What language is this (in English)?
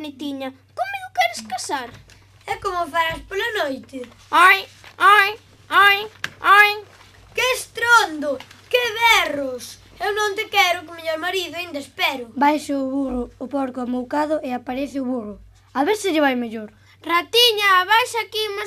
Galician